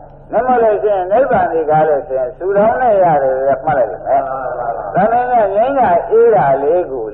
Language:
Burmese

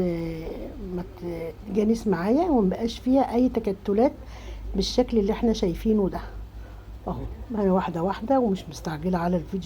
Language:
Egyptian Arabic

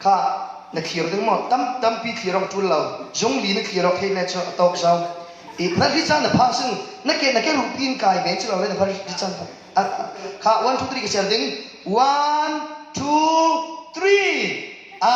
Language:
Falam Chin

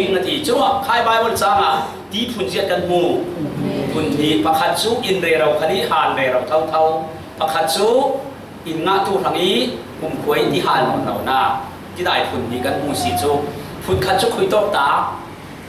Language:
Falam Chin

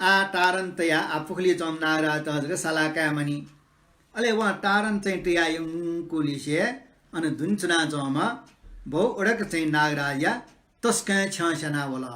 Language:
Newari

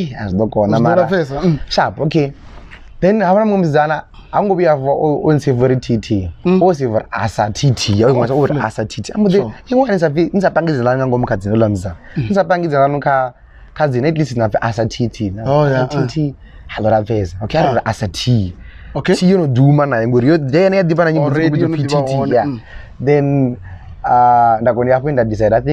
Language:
Venda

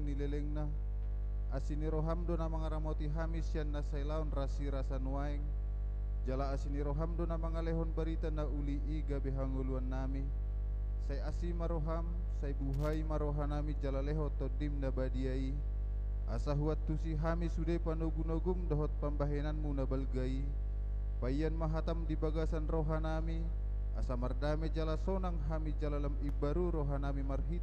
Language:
Batak Toba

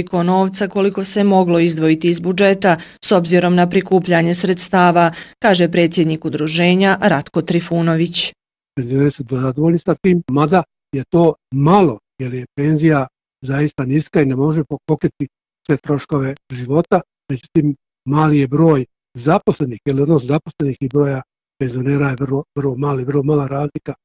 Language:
Bosnian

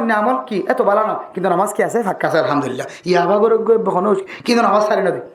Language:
Rohingya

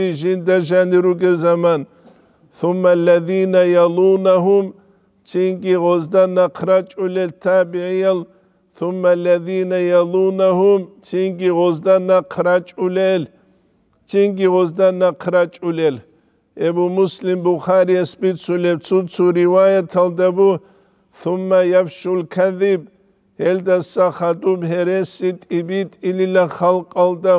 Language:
Avaric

